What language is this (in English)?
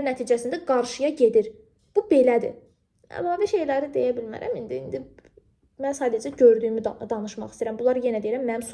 Azerbaijani